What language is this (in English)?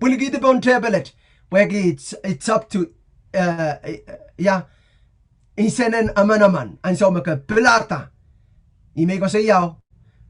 Pohnpeian